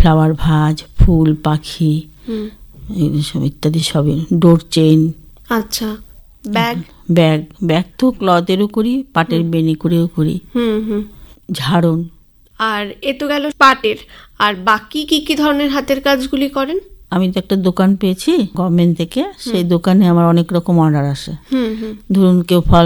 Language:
Bangla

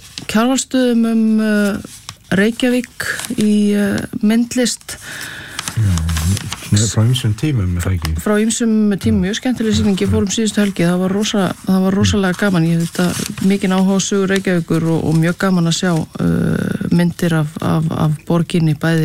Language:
Icelandic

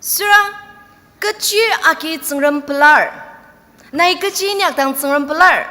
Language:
Ao Naga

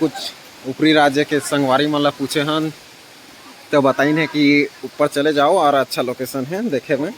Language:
Chhattisgarhi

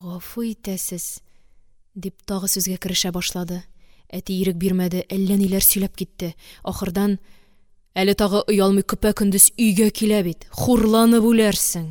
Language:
Tatar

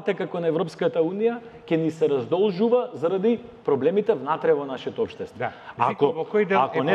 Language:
Macedonian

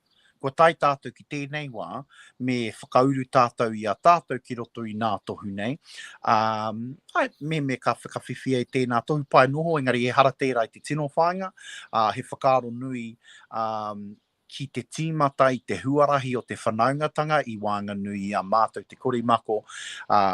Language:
Māori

